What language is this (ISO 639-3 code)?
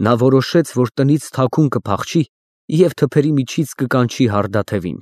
hye